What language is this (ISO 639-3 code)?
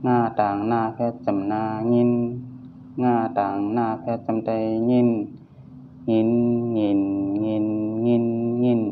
shn